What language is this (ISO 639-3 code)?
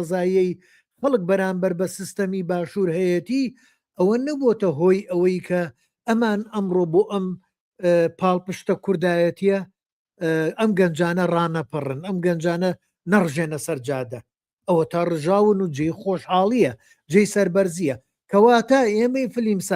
ckb